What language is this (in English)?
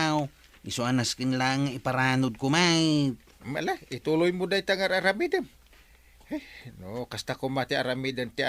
Iloko